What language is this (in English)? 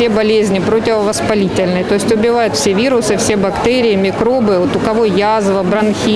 Russian